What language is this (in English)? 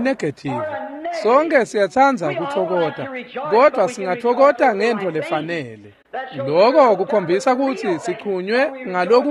Swati